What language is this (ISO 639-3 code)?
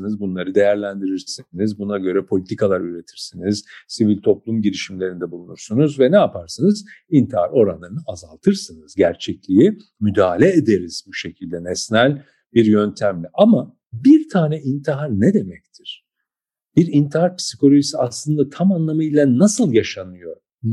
tur